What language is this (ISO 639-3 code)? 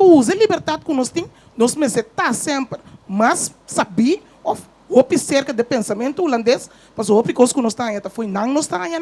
pap